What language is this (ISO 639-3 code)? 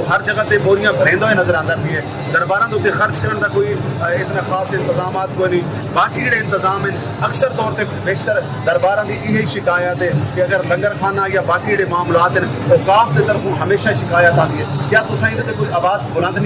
skr